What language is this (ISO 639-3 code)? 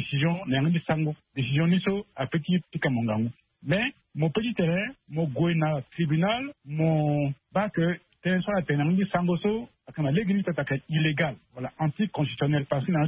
sag